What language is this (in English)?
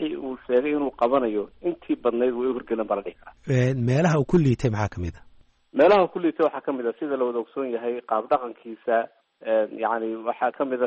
Somali